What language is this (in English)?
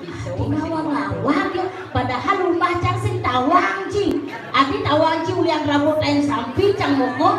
Balinese